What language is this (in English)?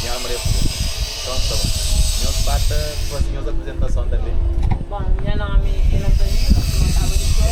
Kabuverdianu